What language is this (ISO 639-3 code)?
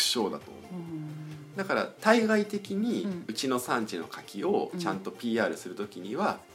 jpn